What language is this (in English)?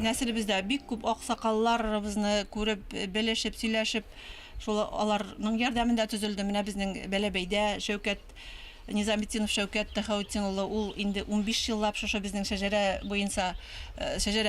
Bashkir